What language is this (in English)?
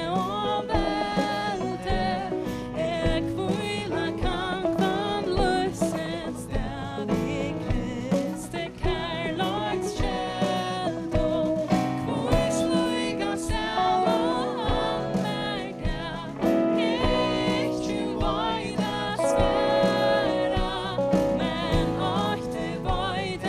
Faroese